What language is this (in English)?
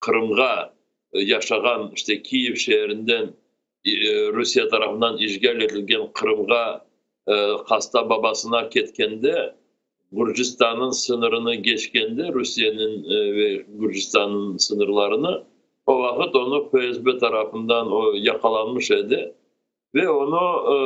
Crimean Tatar